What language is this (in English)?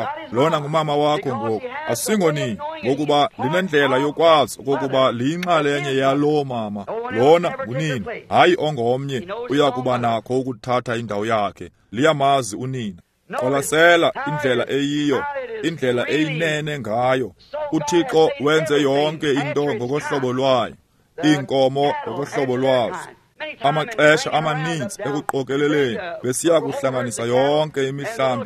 Xhosa